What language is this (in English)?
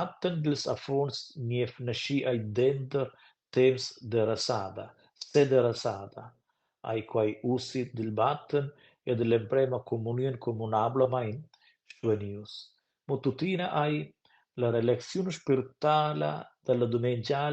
Romansh